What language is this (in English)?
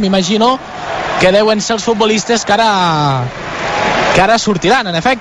Catalan